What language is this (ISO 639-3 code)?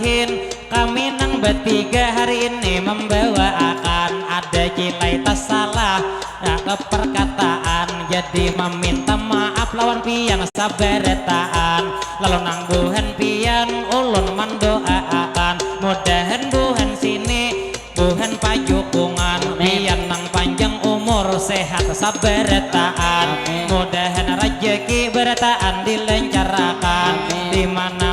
bjn